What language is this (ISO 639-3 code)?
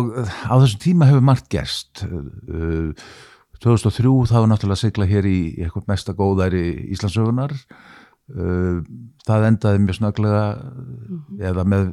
isl